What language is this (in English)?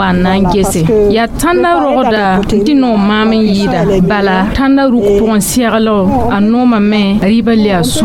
Mossi